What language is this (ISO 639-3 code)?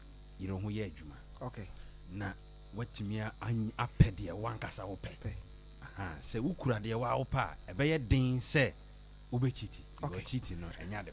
aka